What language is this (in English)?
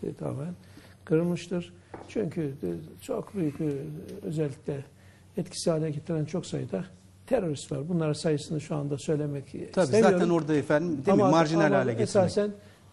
Turkish